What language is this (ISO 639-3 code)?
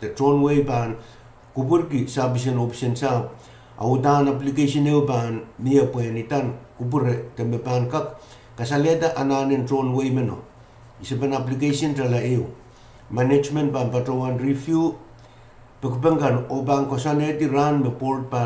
pon